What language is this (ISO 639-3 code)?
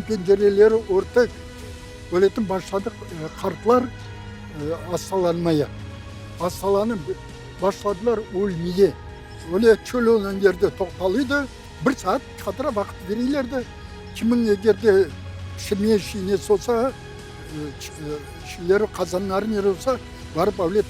crh